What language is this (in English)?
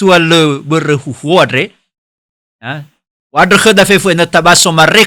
Nias